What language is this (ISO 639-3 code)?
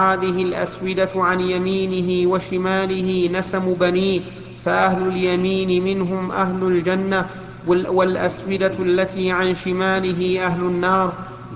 ara